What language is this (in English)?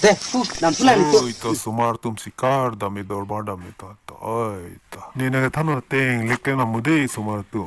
Karbi